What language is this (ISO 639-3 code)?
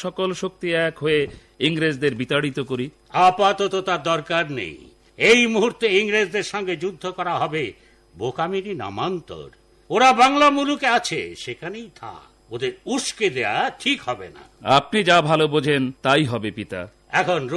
ben